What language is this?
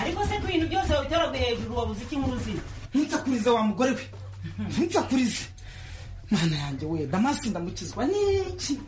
Rundi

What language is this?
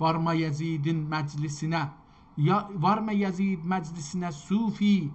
South Azerbaijani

